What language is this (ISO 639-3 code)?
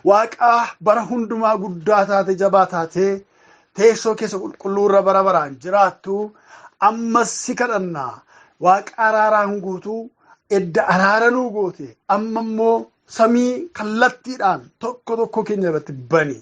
orm